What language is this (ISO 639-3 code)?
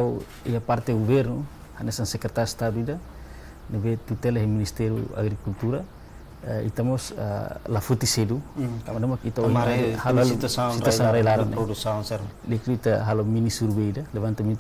tet